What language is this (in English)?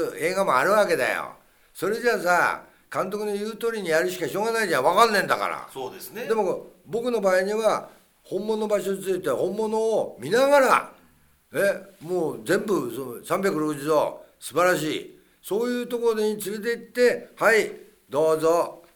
Japanese